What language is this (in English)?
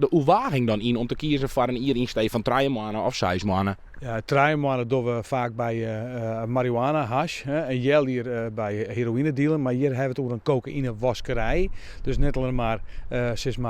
Western Frisian